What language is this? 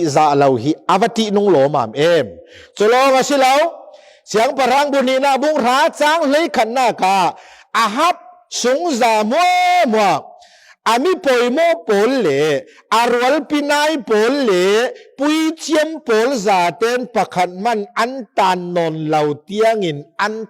Falam Chin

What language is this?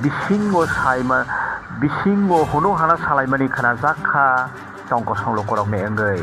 Kok Borok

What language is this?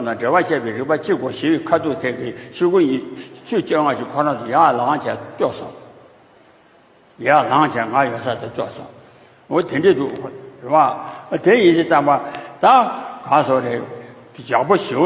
Tibetan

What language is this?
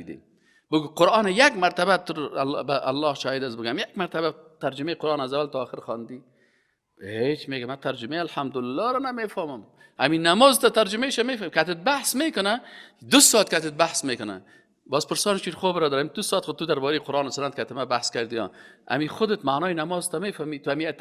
Persian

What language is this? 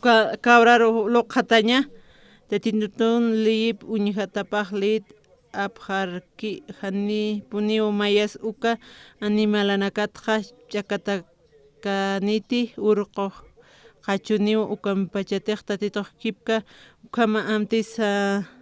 Aymara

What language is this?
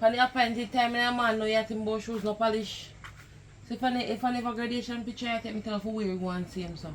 Jamaican Creole English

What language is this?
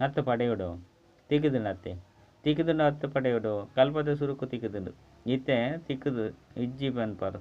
Tulu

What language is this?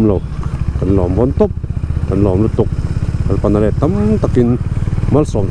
Mizo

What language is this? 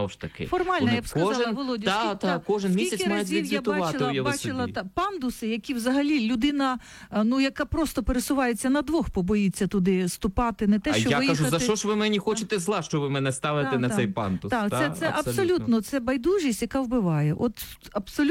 Ukrainian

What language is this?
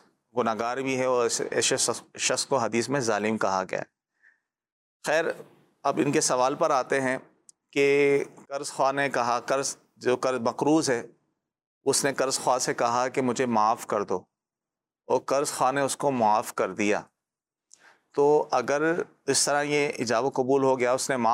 Urdu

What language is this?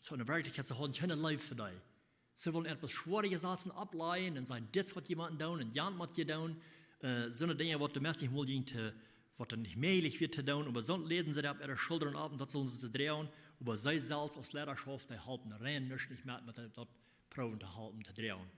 Plautdietsch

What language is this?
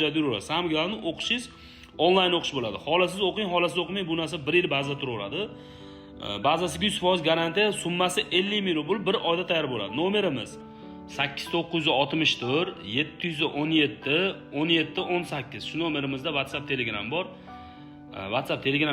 Uzbek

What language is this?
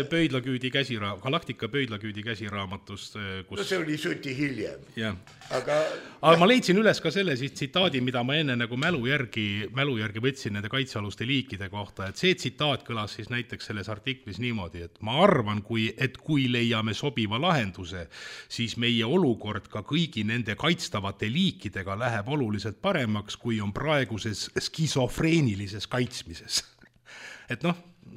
Estonian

